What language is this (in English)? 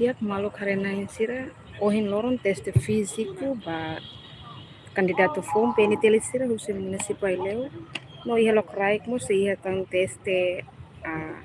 Tetum